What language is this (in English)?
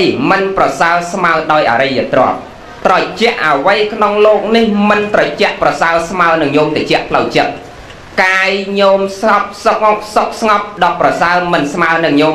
Khmer